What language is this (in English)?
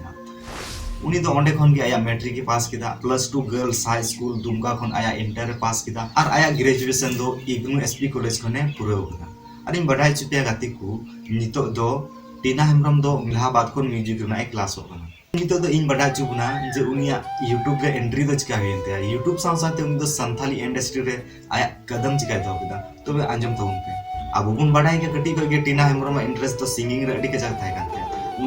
Santali